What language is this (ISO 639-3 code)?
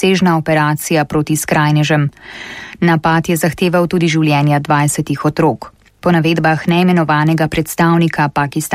slv